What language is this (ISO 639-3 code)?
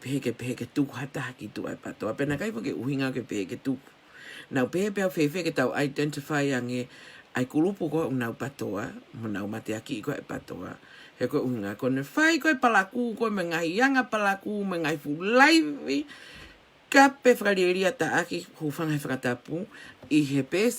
ton